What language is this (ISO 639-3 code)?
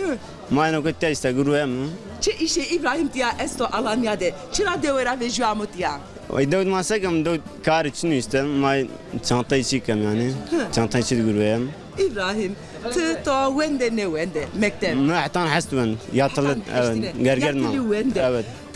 zza